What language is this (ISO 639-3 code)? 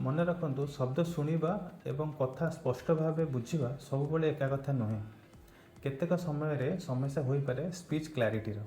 ori